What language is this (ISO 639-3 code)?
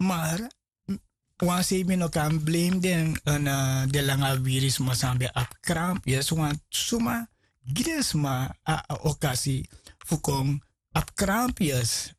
srn